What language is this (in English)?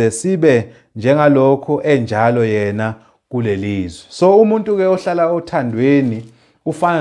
Zulu